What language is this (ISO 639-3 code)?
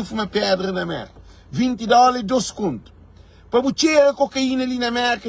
kea